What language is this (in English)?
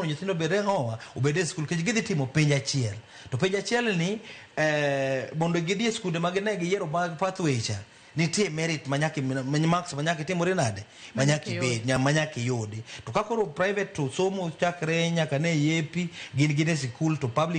Luo (Kenya and Tanzania)